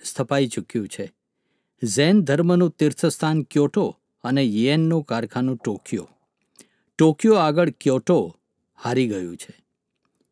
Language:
Gujarati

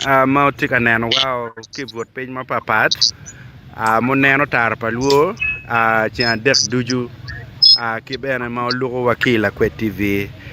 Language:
Acoli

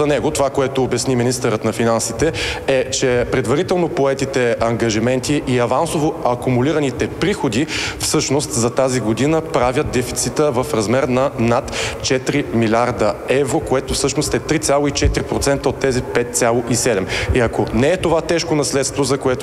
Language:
Bulgarian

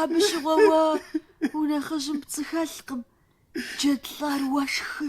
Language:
Kabardian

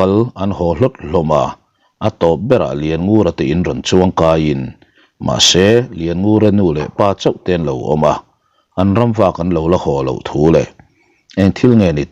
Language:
Mizo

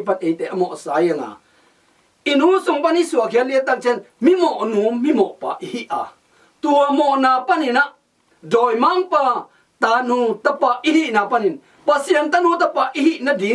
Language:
Tedim Chin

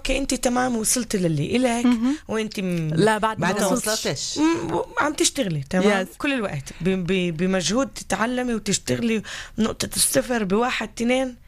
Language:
North Levantine Arabic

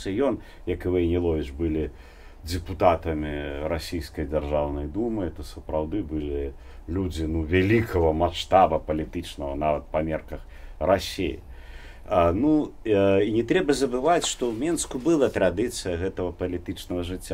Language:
Belarusian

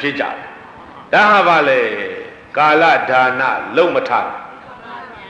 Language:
Burmese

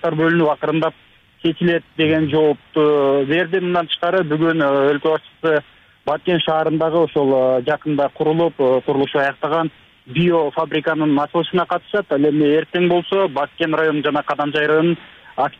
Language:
Kyrgyz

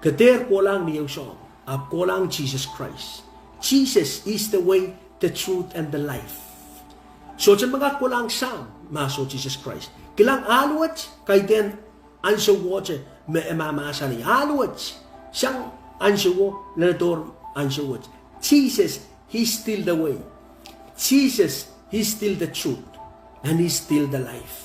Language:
Pohnpeian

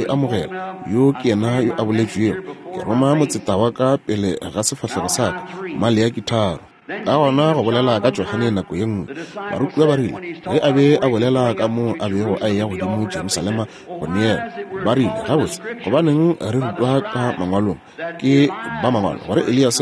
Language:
Northern Sotho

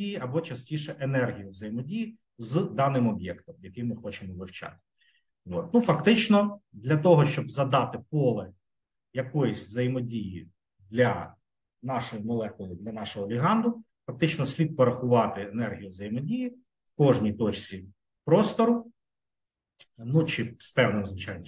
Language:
Ukrainian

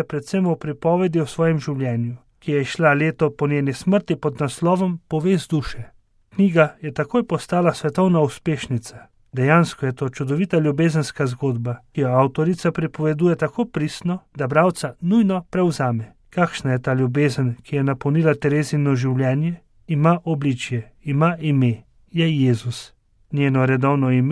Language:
Slovenian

